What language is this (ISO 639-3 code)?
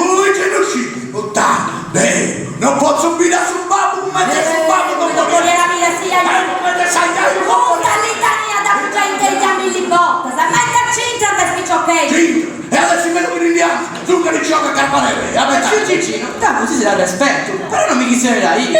srd